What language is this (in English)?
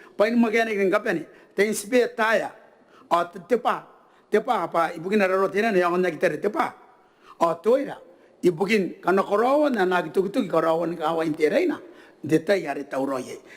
Gilbertese